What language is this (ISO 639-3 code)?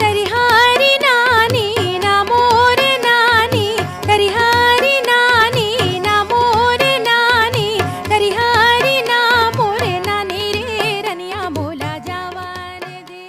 hne